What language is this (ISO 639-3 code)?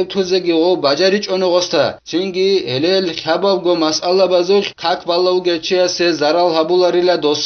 ava